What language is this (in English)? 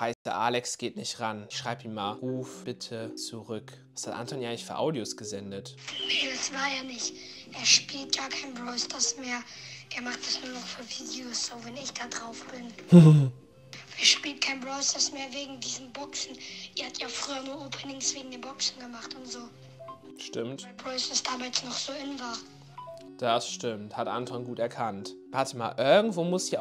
German